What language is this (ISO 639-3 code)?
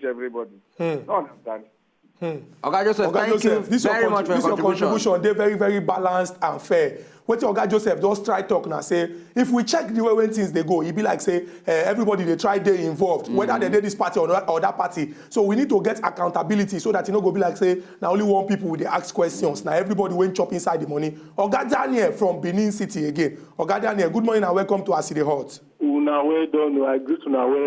pcm